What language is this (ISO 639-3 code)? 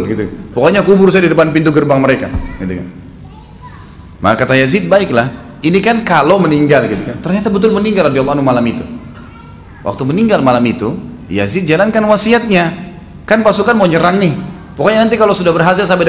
ind